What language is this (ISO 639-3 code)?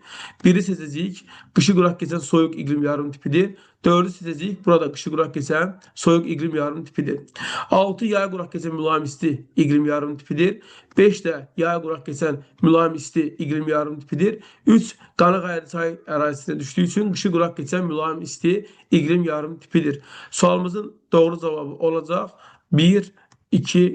aze